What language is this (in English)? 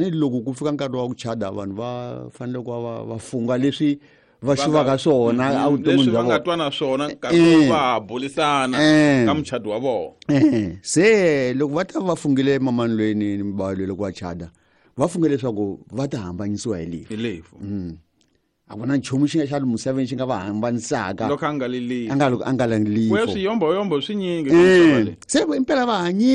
Tsonga